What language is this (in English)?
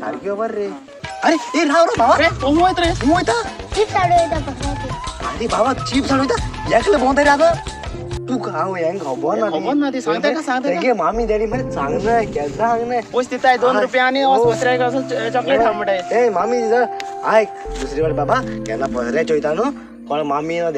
Konkani